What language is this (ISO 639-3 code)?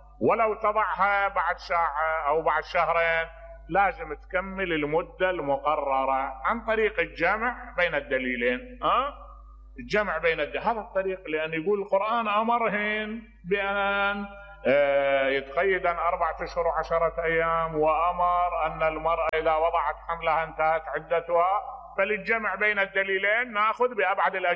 acm